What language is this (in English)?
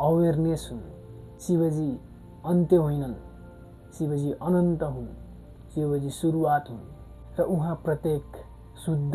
Nepali